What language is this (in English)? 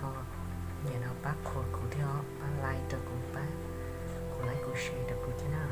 Hmong